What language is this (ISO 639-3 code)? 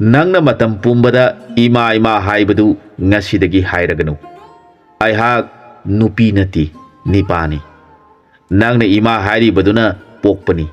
mni